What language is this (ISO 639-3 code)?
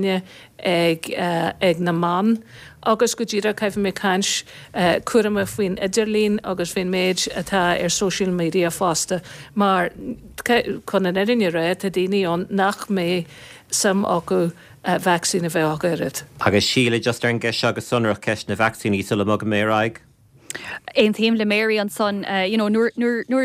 gle